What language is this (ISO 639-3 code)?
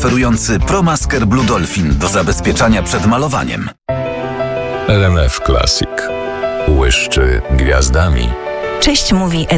pol